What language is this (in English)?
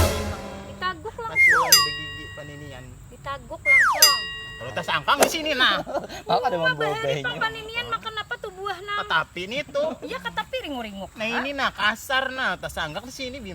Banjar